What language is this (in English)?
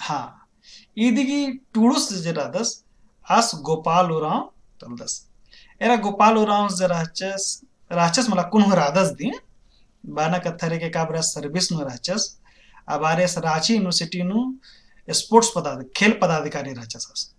Kurukh